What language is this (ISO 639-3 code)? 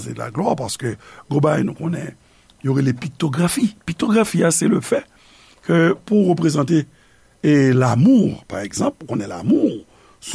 hat